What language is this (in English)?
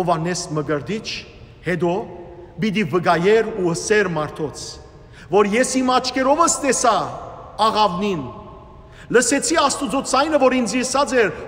Western Armenian